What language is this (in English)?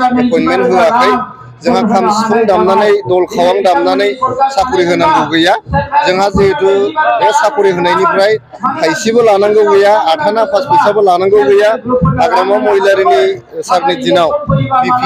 Bodo